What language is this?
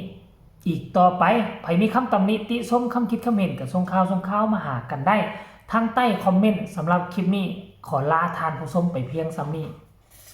Northeastern Thai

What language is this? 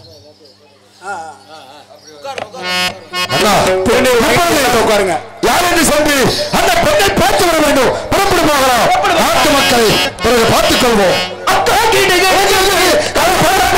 Tamil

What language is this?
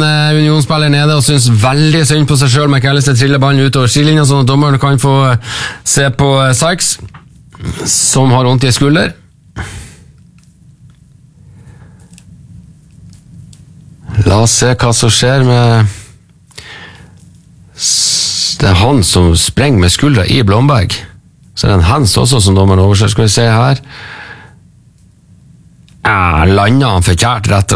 Norwegian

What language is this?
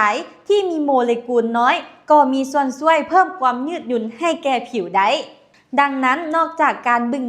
Lao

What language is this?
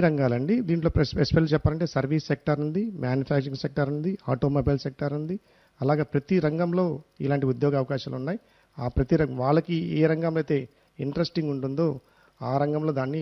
Telugu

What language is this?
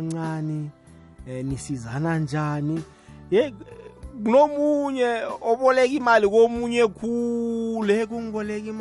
South Ndebele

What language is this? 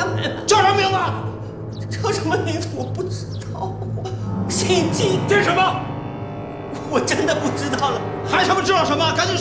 Chinese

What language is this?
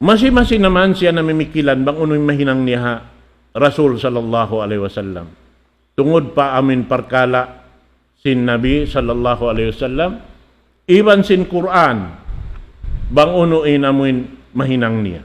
Tausug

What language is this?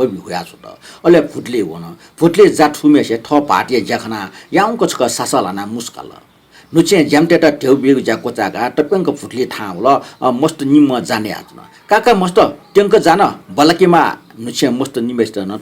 Newari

